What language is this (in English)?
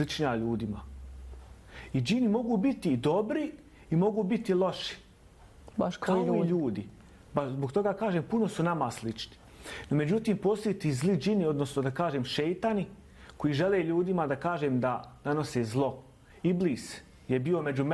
Bosnian